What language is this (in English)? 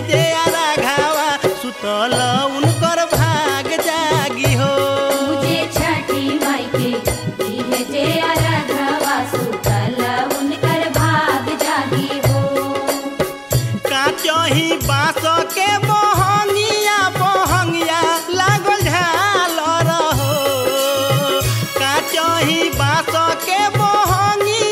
Bhojpuri